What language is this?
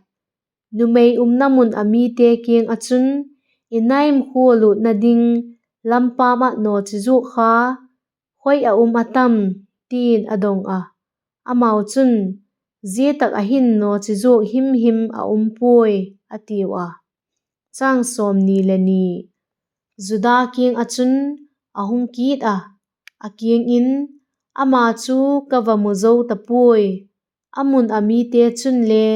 Vaiphei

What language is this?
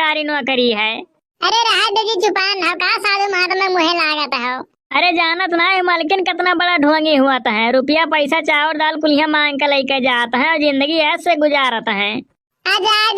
Awadhi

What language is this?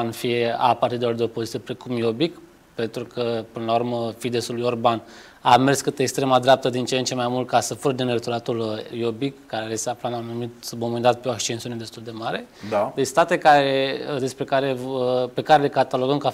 Romanian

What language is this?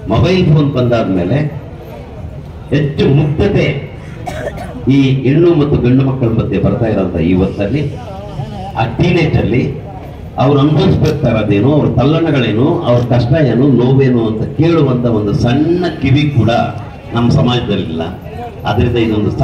Kannada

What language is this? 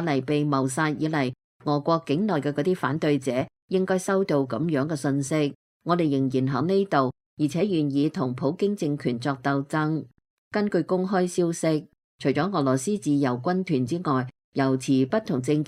Cantonese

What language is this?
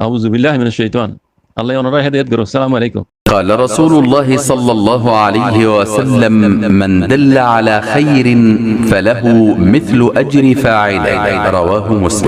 Rohingya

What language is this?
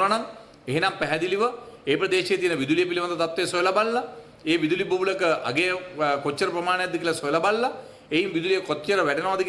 Sinhala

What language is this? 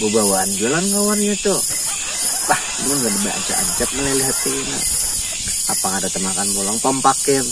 Banjar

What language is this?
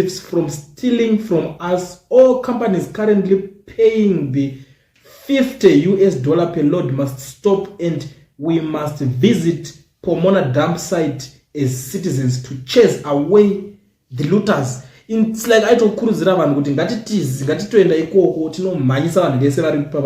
Shona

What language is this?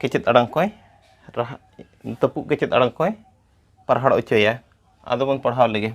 Santali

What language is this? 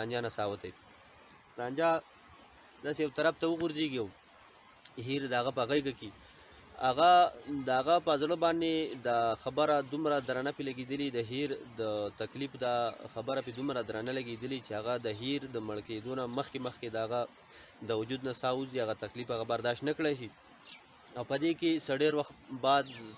Pashto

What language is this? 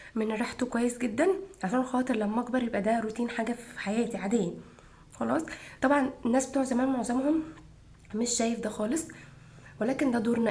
Egyptian Arabic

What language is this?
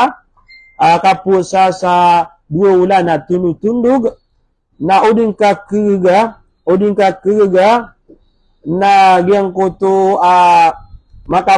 Maranao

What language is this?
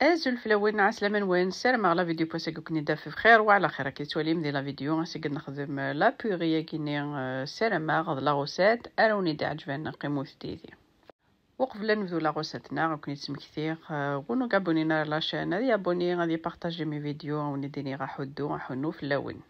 Kabyle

